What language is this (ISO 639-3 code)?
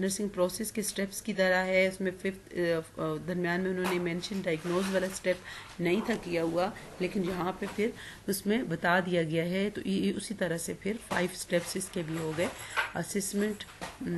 urd